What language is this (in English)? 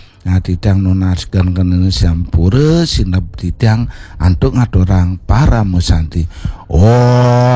Balinese